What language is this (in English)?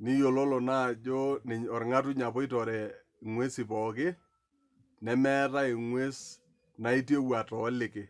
Masai